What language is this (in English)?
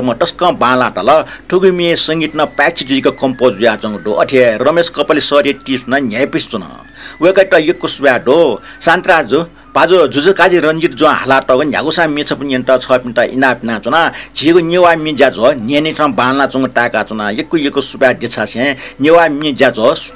Newari